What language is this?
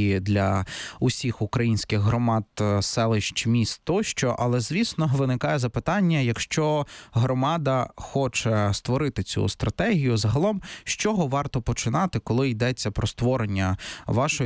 Ukrainian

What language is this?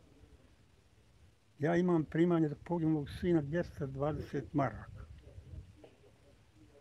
Bosnian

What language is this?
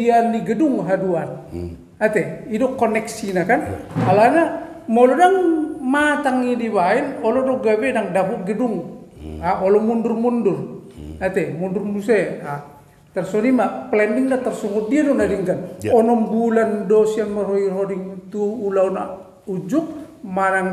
Batak Toba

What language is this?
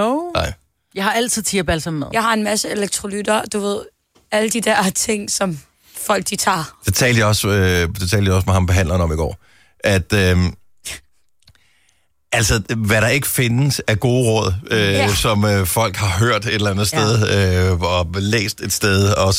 Danish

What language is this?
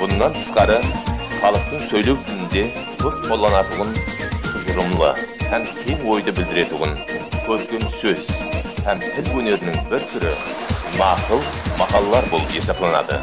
Kara-Kalpak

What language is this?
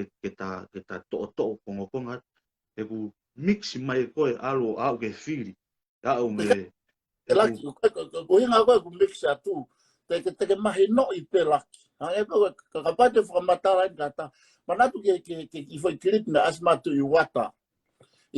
Tongan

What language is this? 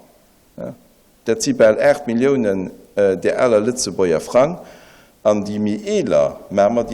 Luxembourgish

